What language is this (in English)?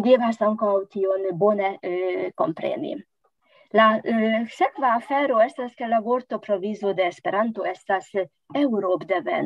Esperanto